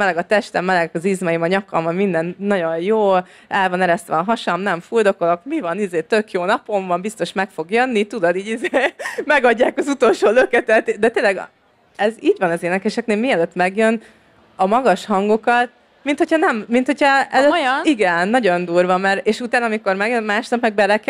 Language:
Hungarian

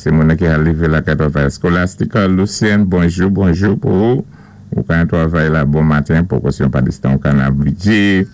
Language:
Saint Lucian Creole French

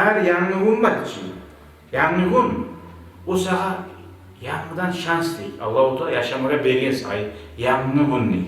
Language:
Kumyk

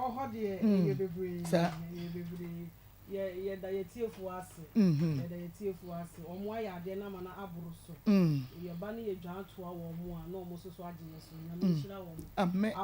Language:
Akan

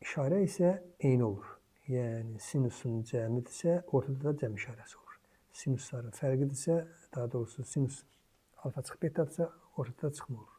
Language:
Azerbaijani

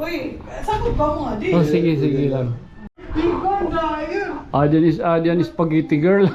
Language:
Waray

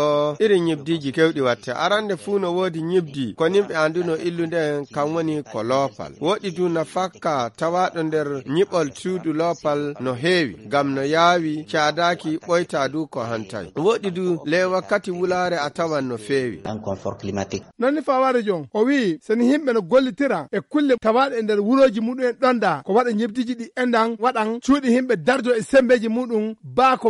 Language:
Fula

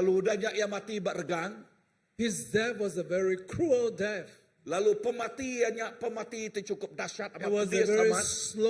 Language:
Iban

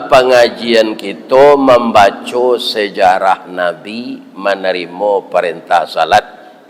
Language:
Minangkabau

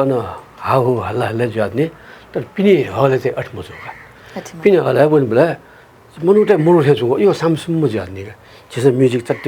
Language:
Newari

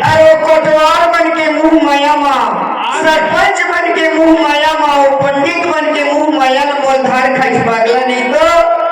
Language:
Chhattisgarhi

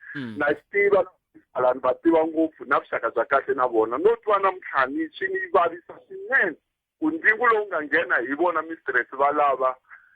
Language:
Tsonga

